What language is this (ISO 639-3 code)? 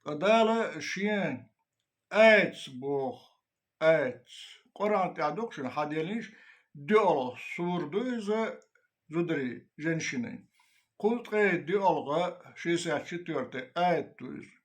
che